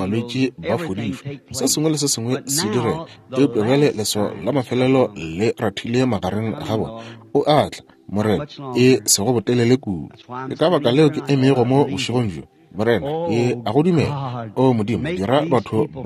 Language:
Northern Sotho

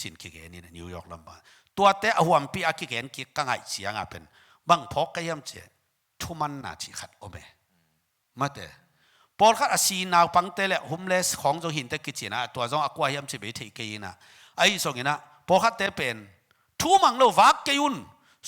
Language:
Tedim Chin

